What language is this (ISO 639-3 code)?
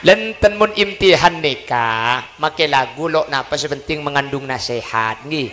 mad